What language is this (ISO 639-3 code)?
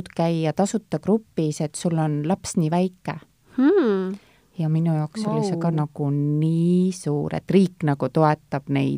est